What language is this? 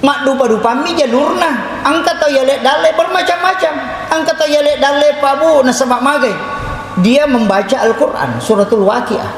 Buginese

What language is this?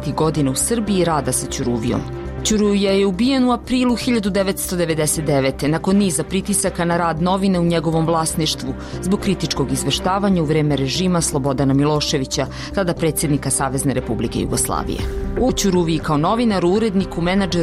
Serbian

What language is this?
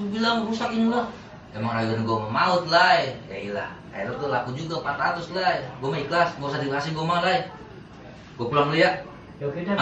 Betawi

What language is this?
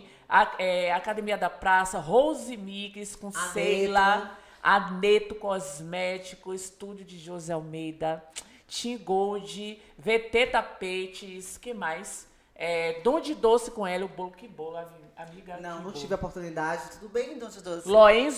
Portuguese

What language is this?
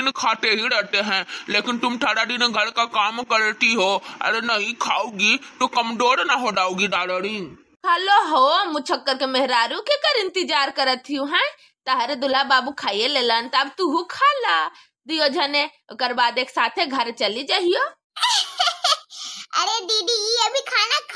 Bhojpuri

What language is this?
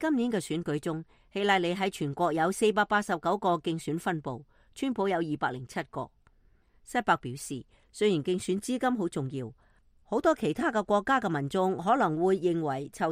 Cantonese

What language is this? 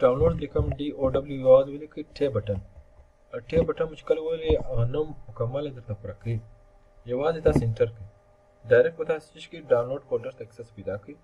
Pashto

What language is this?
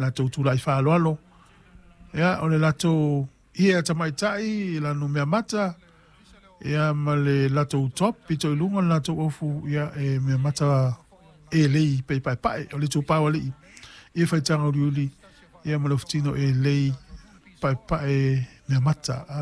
Samoan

